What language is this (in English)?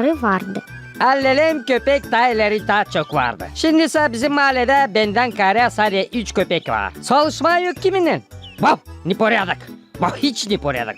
Gagauz